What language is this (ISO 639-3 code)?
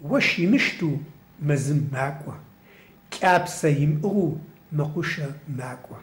ady